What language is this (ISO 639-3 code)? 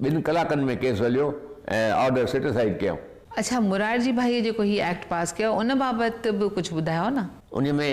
snd